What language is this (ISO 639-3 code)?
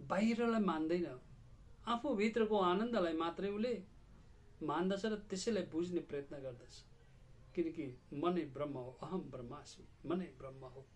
nep